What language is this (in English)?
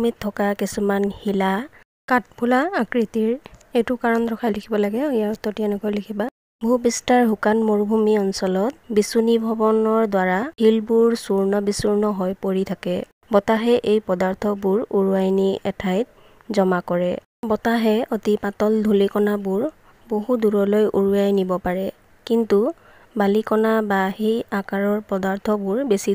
Assamese